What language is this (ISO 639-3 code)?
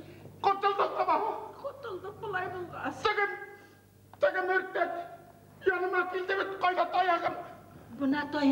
bak